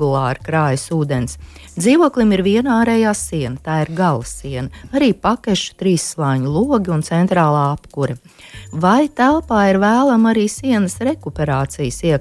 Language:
Latvian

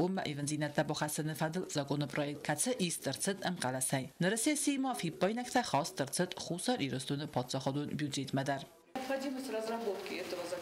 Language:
Ossetic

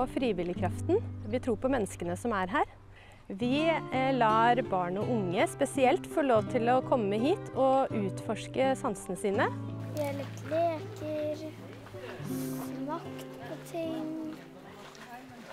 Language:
Norwegian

